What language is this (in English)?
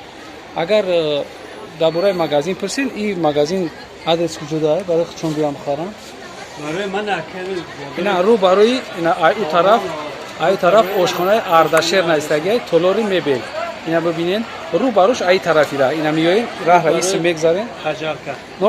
Tajik